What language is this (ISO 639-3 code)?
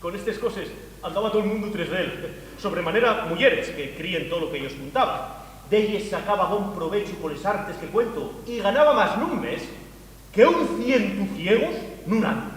ast